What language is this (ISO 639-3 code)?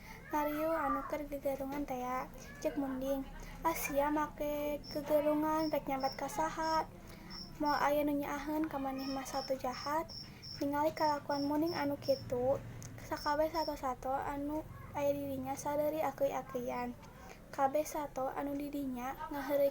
sun